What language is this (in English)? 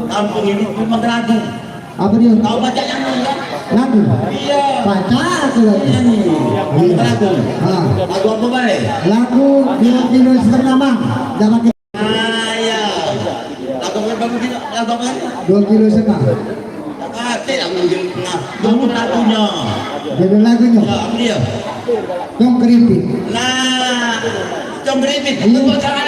Musi